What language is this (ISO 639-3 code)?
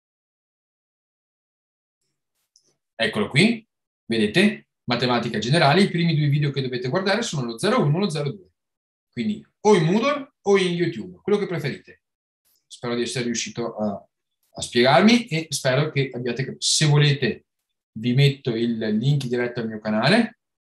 ita